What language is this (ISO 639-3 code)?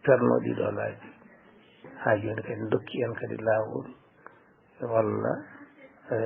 ful